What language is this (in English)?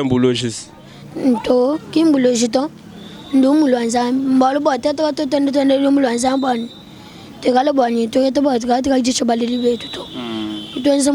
Luba-Lulua